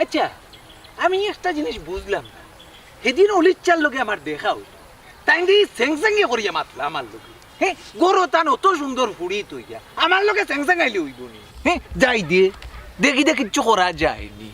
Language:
Sylheti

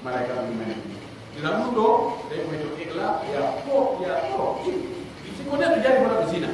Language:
Pular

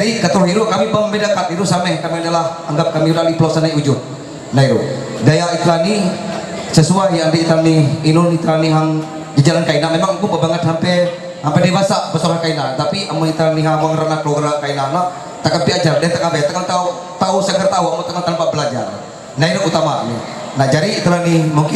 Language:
Ma'anyan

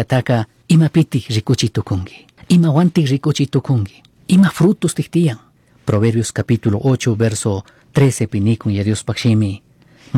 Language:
Chimborazo Highland Quichua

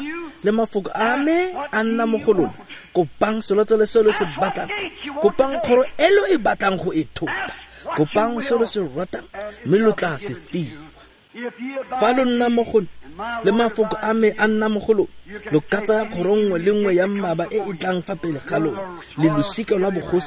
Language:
Tswana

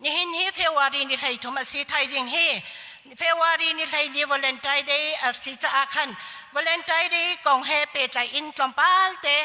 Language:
Hakha Chin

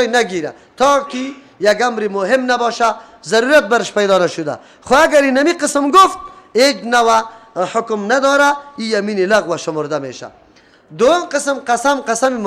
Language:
Persian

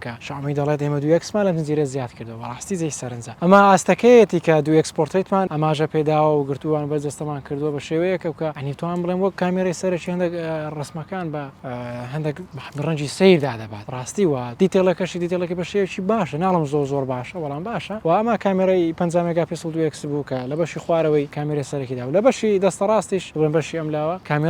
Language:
Central Kurdish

